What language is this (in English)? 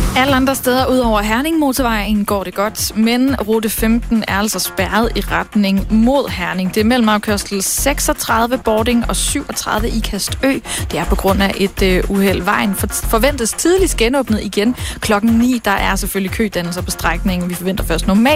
Danish